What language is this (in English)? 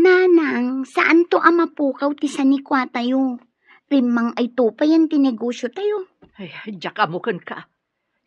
Iloko